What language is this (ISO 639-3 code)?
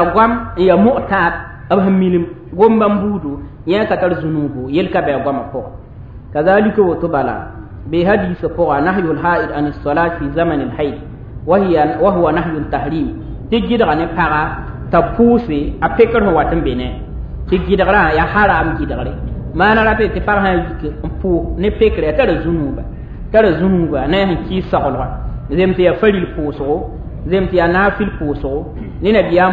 mos